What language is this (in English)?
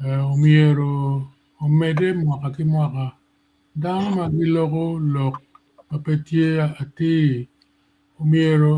Acoli